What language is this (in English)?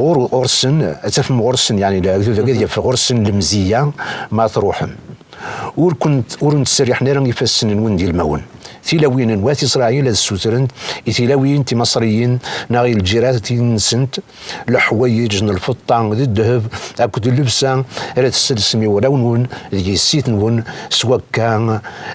Kabyle